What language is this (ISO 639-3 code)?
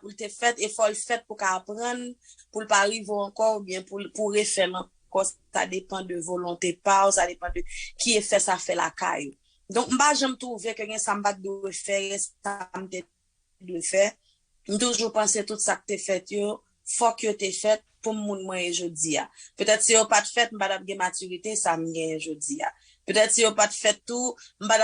hat